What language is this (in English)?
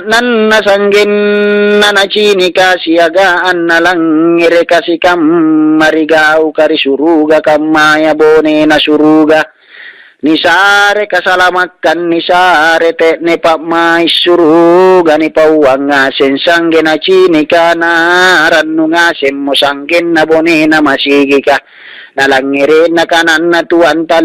Makasar